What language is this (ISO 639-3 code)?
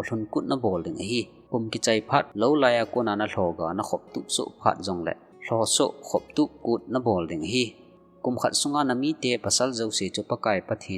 tcz